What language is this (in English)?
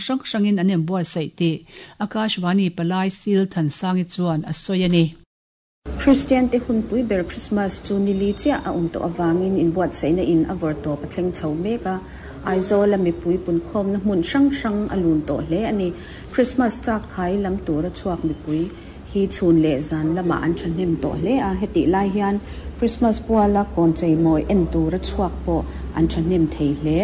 Mizo